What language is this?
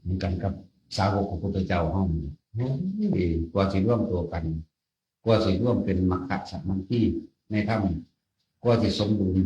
Northeastern Thai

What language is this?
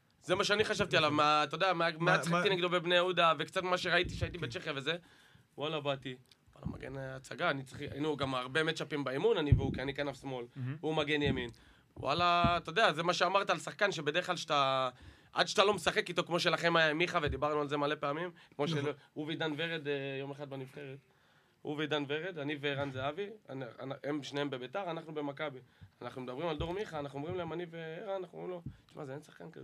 Hebrew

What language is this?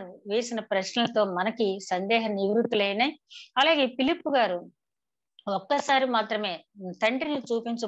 Telugu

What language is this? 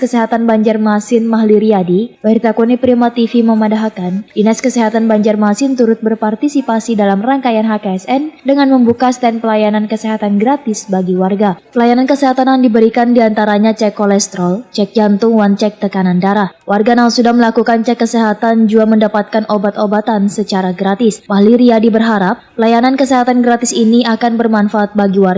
Banjar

